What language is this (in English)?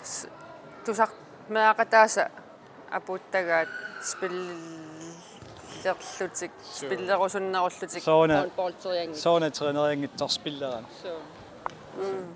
Kalaallisut